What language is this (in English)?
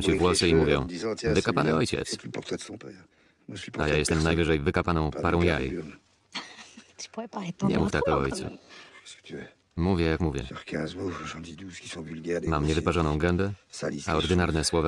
Polish